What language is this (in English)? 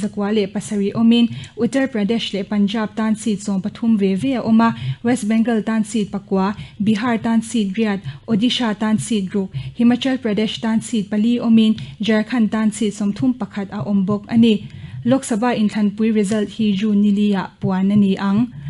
Mizo